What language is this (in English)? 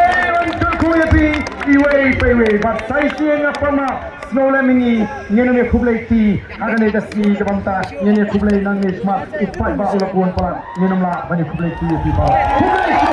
Khasi